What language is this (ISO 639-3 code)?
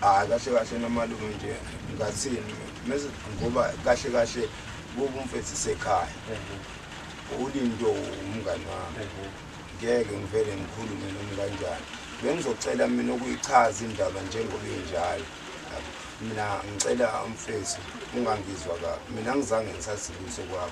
zul